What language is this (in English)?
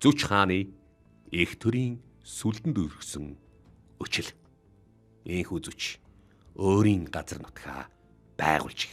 Mongolian